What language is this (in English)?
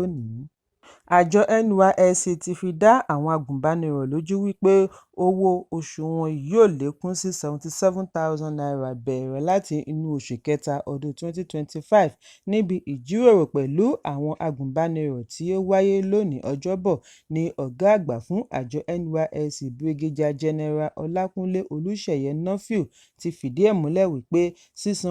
Yoruba